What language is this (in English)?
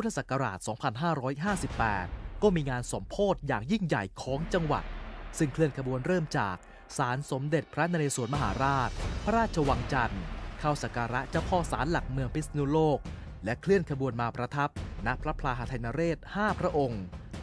Thai